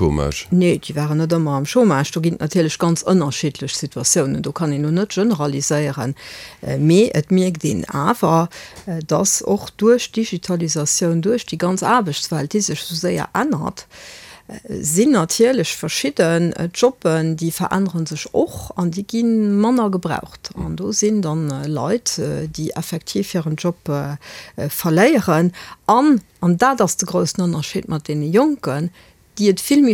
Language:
Luxembourgish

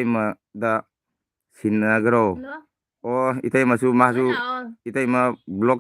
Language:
Manipuri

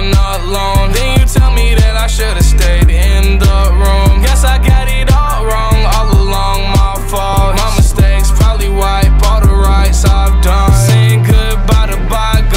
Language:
English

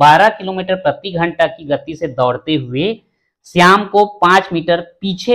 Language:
Hindi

